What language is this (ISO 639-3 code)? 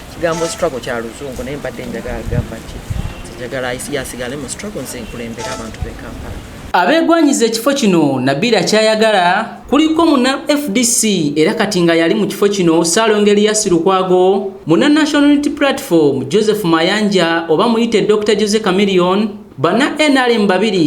lug